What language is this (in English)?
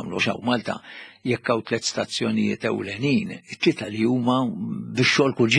Maltese